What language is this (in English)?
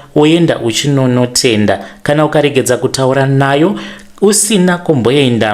Shona